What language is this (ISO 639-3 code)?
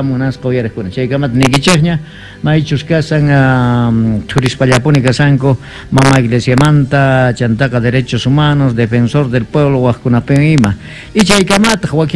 quh